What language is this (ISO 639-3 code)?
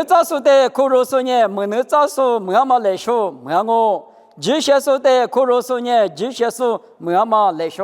lis